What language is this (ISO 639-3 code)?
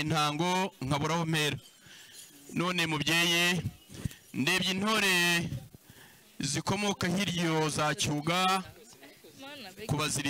kin